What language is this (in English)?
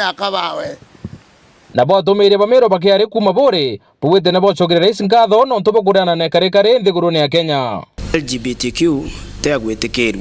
Meru